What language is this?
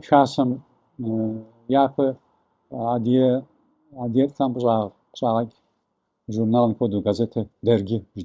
Kabardian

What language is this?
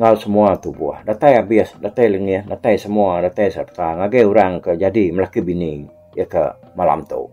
Iban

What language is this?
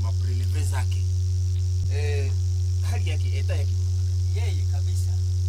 Swahili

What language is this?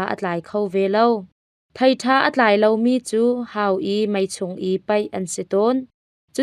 Hakha Chin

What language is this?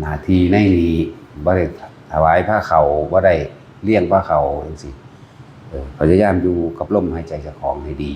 Northeastern Thai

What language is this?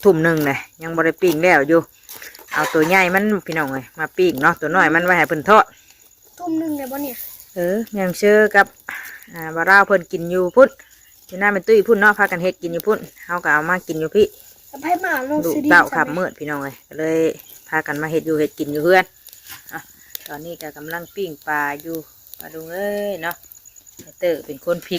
Northeastern Thai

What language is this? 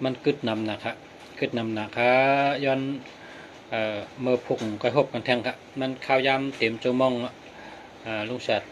Shan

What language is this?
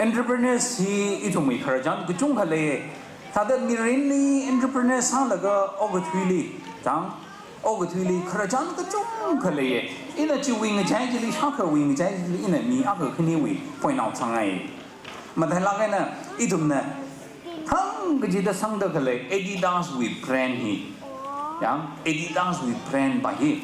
Tangkhul Naga (India)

